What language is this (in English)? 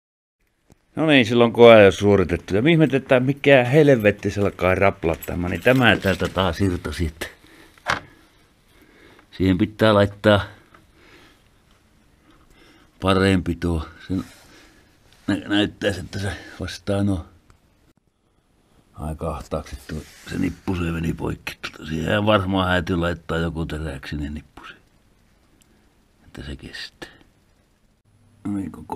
Finnish